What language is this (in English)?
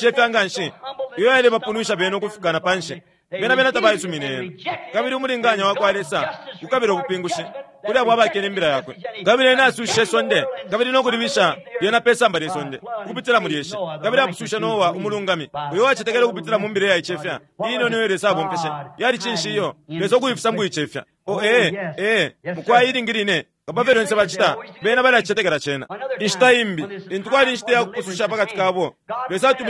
Bemba